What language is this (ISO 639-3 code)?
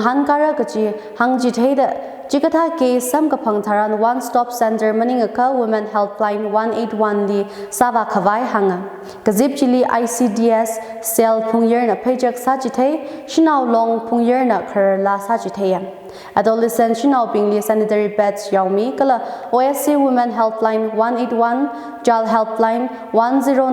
nmf